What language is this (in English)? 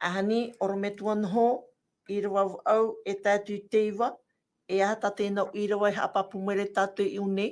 Tahitian